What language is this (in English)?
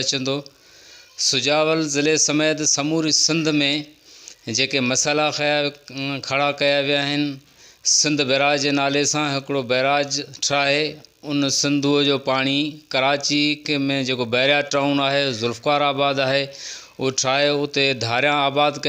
Sindhi